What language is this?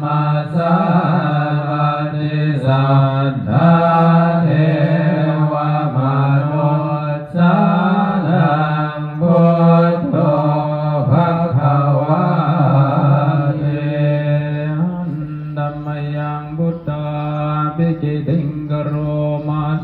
Pali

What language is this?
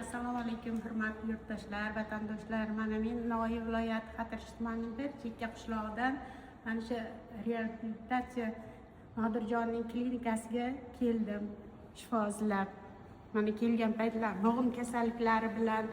Uzbek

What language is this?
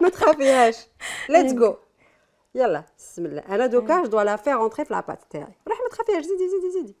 Algerian Arabic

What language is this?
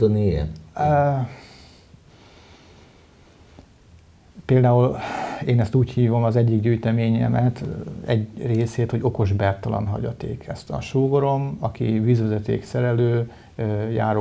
Hungarian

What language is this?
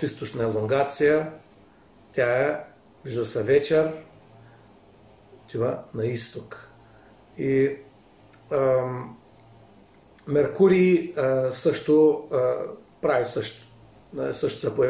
Bulgarian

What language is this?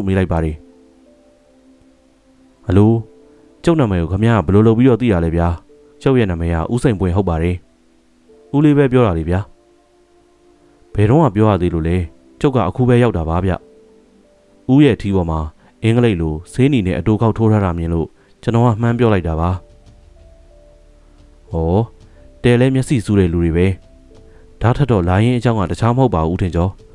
Burmese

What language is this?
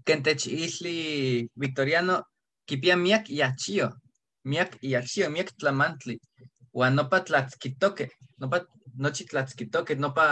Eastern Huasteca Nahuatl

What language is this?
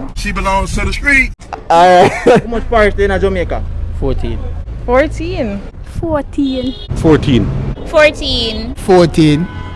Jamaican Creole English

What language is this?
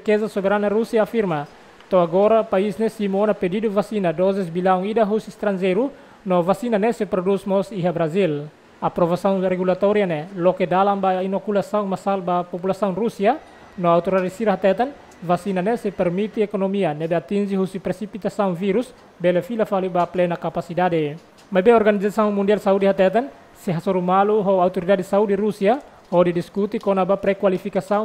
Tetum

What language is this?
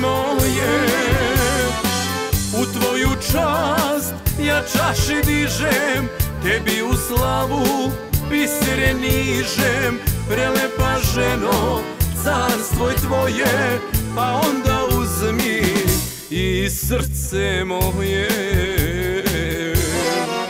Serbian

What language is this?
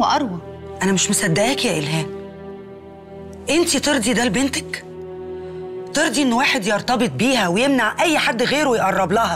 Egyptian Arabic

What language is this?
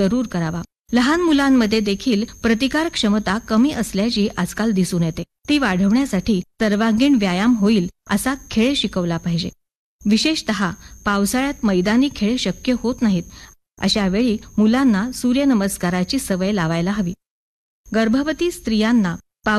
Marathi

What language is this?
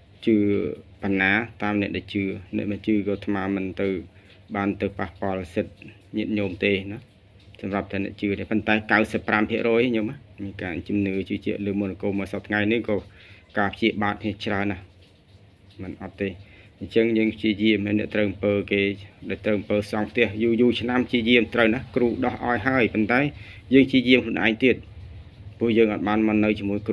Khmer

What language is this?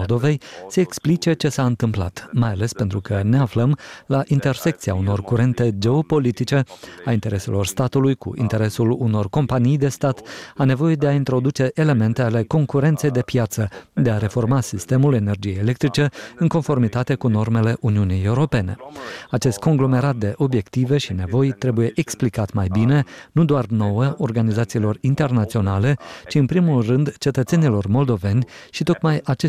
Romanian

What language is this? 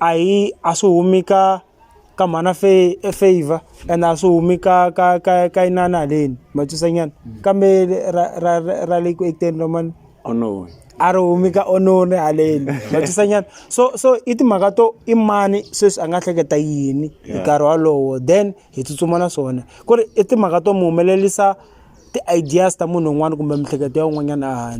Tsonga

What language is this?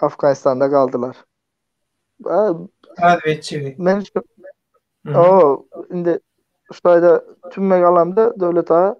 Turkmen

